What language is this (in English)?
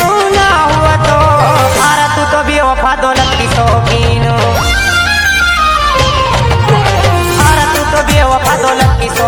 Bhojpuri